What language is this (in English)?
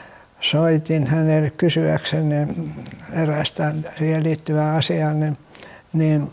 Finnish